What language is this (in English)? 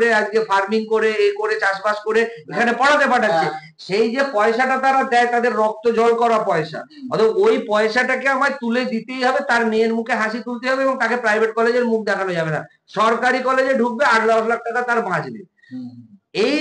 Bangla